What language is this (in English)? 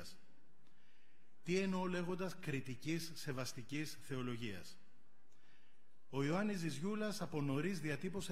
Greek